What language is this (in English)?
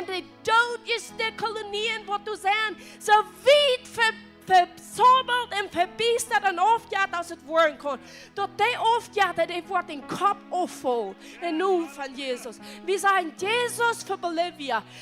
Plautdietsch